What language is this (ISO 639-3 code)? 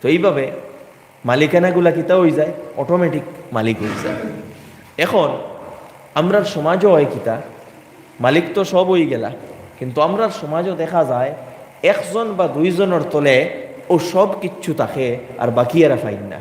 syl